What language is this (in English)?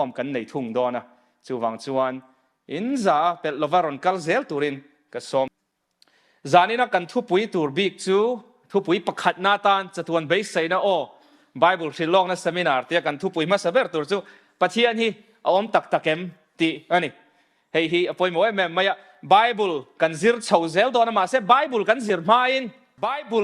Mizo